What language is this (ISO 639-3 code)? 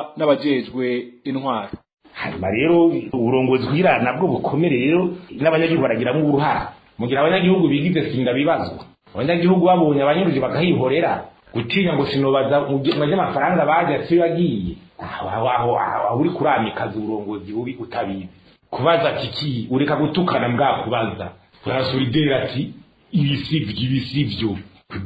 run